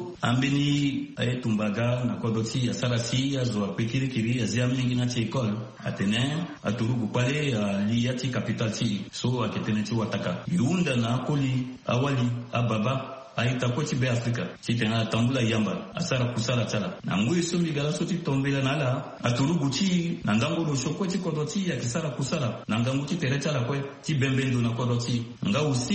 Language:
Sango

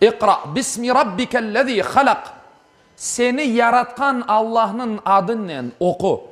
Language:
Crimean Tatar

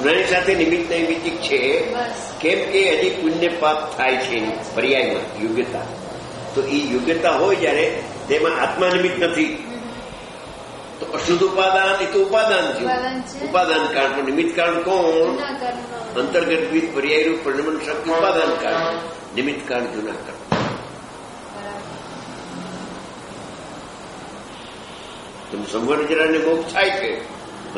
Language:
Gujarati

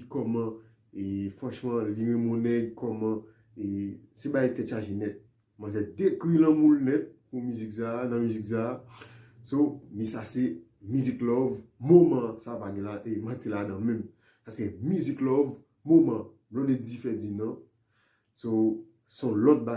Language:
Haitian Creole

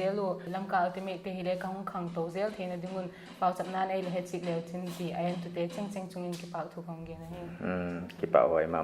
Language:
Paite Chin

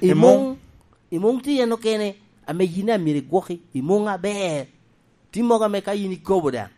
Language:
Lango (Uganda)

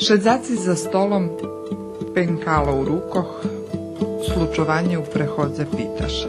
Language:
Rusyn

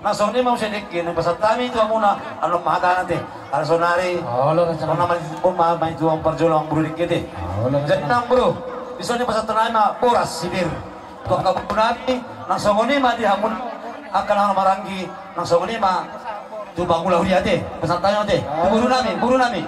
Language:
Batak Toba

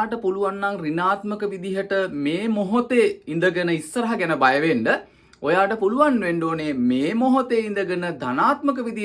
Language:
Sinhala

